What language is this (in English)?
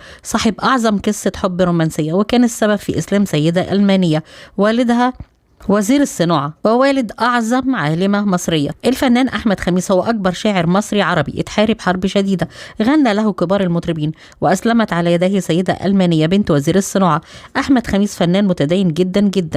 Egyptian Arabic